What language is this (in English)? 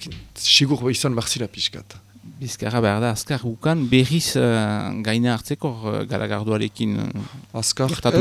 Basque